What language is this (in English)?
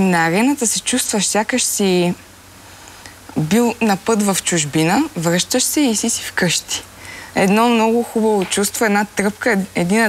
Bulgarian